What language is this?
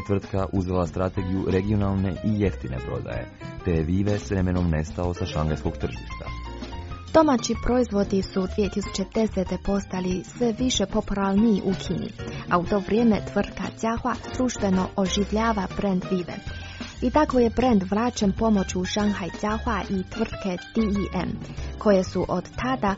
Croatian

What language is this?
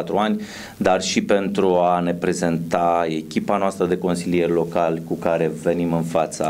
Romanian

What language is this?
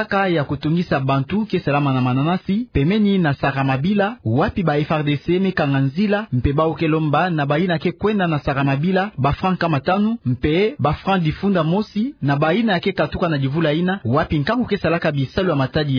Kituba (Democratic Republic of Congo)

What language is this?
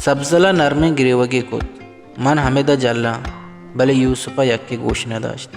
Baluchi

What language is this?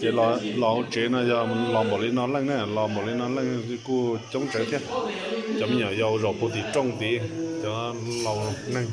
Hmong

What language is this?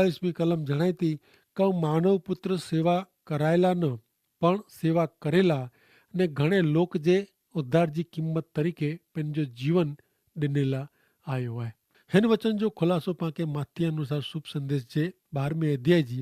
Kachhi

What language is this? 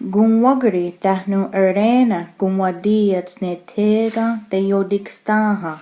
Mohawk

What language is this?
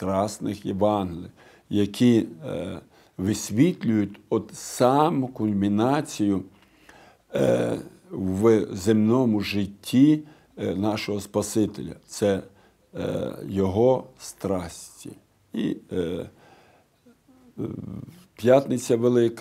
Ukrainian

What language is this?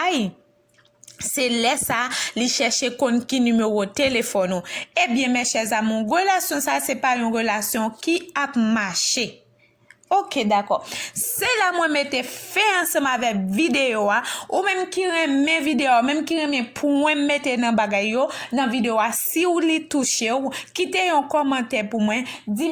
Haitian Creole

